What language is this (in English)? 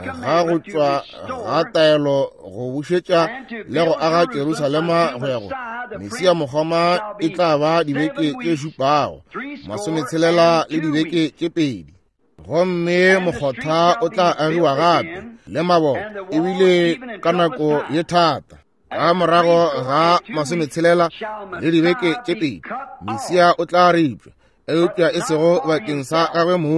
Northern Sotho